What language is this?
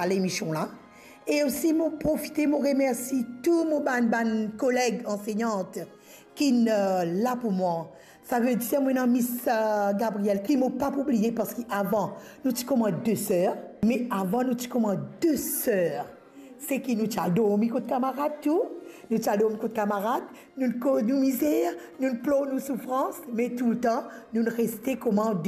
Morisyen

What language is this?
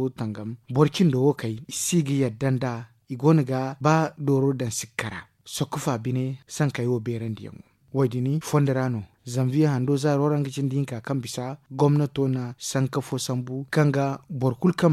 Zarma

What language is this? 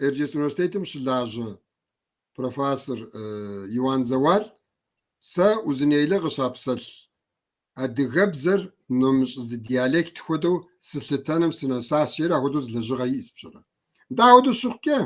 Kabardian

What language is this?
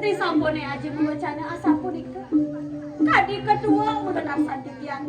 Balinese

